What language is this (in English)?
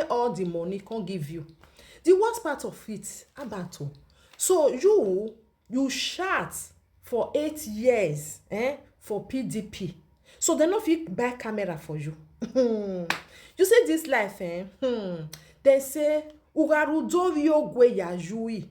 Nigerian Pidgin